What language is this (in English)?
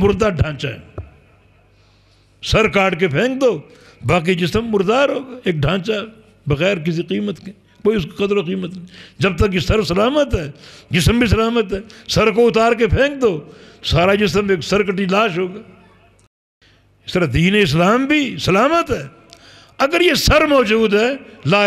Urdu